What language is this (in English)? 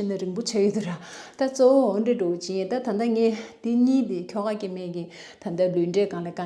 Tibetan